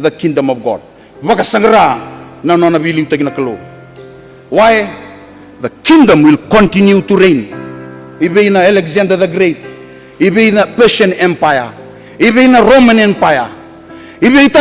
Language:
Fijian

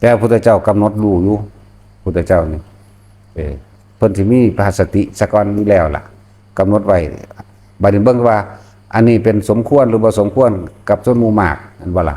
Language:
Northeastern Thai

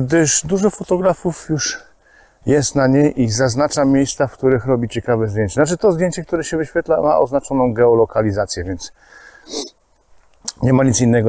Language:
Polish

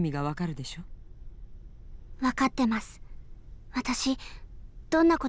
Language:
Japanese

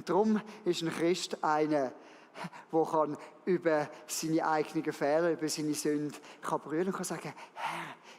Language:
Swiss German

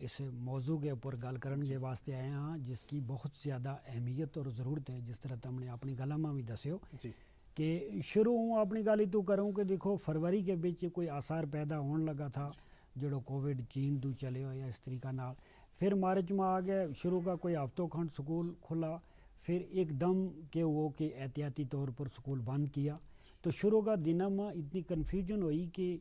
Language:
Gujari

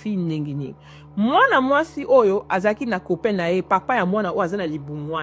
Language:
Lingala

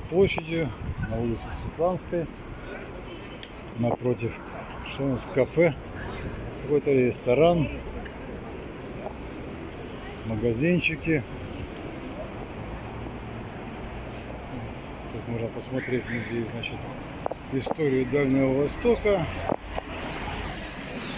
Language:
Russian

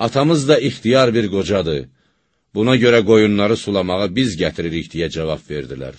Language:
Azerbaijani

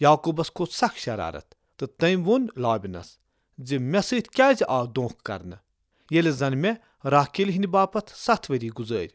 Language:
Kashmiri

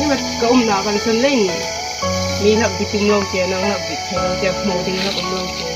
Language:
Hmar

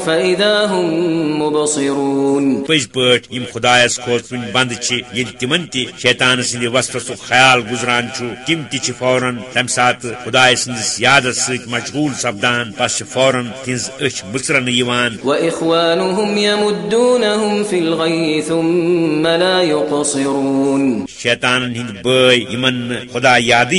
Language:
Kashmiri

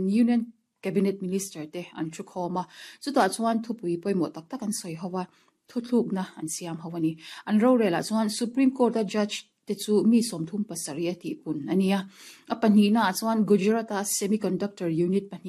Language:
Mizo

